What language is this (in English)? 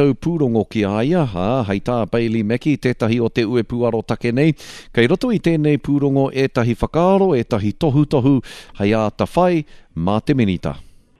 Māori